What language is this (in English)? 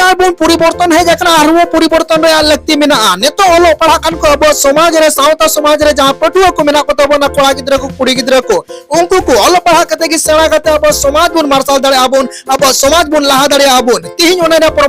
Santali